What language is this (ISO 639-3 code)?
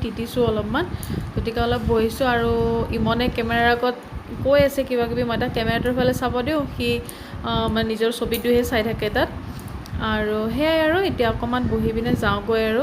asm